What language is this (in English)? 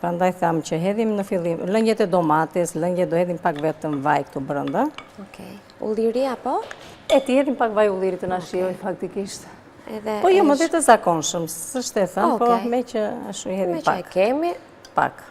Albanian